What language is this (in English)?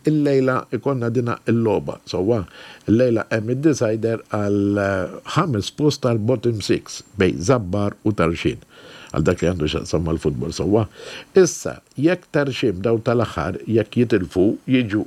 Maltese